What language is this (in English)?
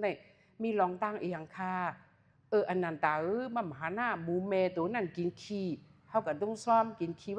Shan